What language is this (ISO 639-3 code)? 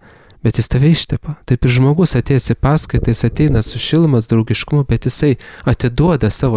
lit